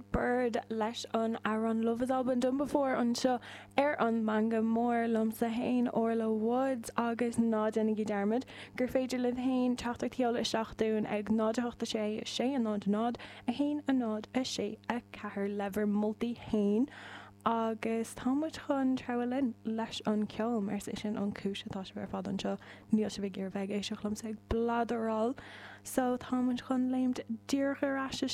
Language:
Irish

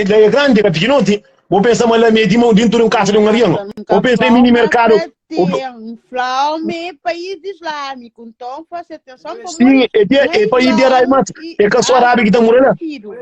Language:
Kabuverdianu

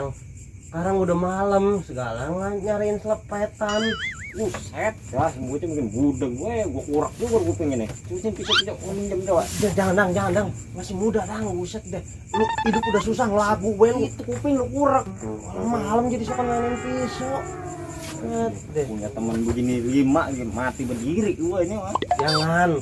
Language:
Betawi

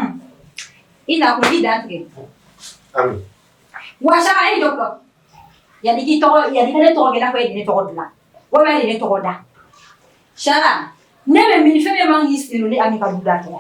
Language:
Bambara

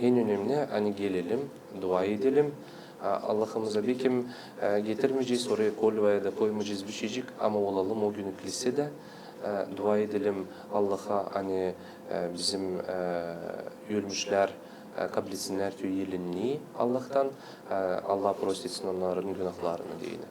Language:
Gagauz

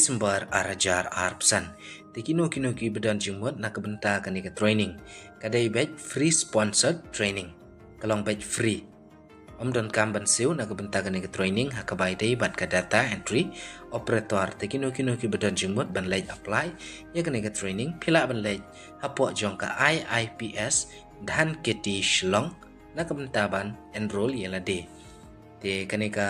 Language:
Khasi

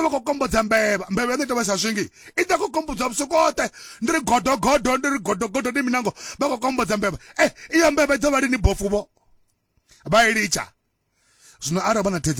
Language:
Venda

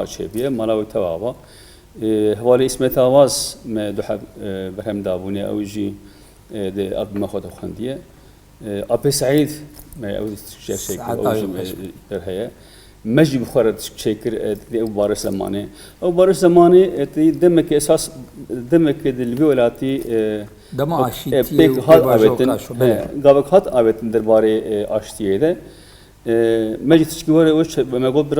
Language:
Kurdish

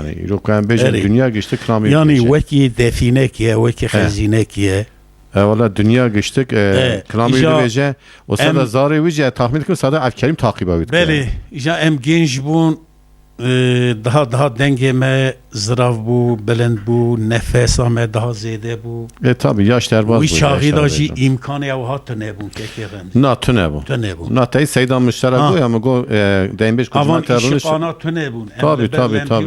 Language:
Kurdish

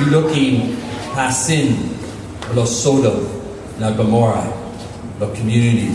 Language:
Tok Pisin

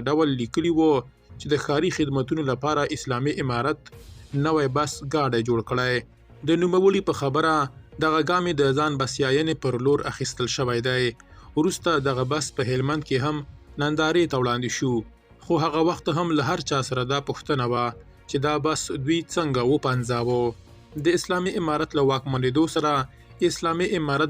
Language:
Pashto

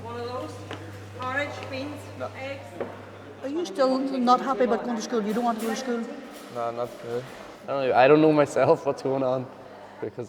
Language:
Breton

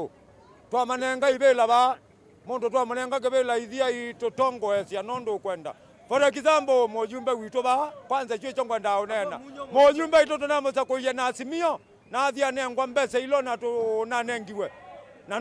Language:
Kamba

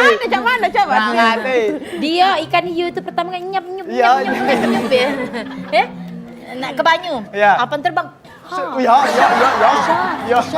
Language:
Musi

